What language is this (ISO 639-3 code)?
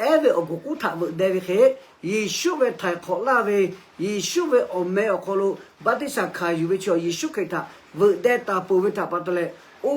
lhu